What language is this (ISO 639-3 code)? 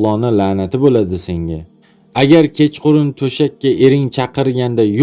uzb